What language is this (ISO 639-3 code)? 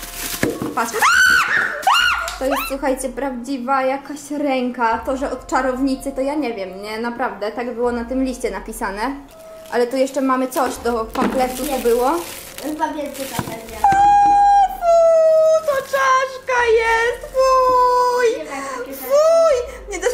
pol